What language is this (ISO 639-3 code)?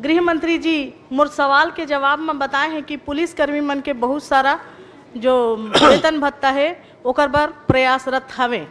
hne